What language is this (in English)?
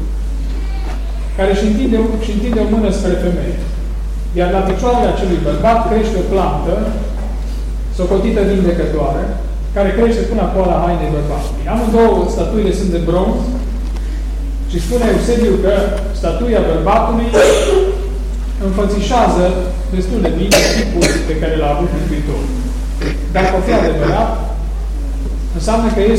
Romanian